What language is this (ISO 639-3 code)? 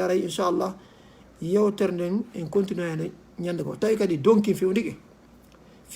ful